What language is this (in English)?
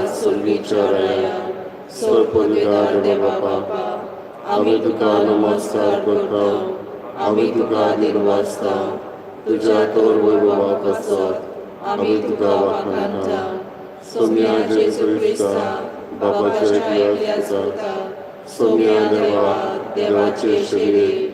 Konkani